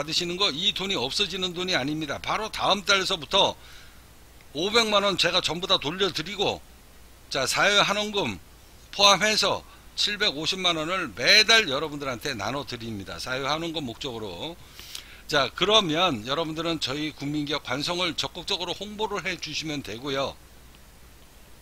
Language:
Korean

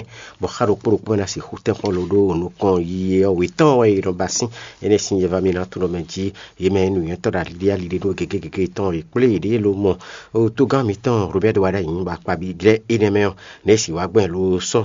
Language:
Fon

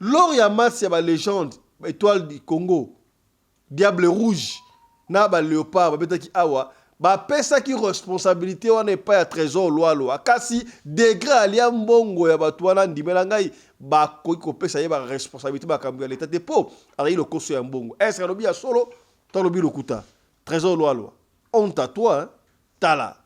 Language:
Lingala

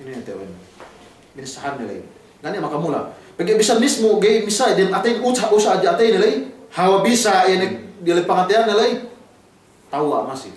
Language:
Yakan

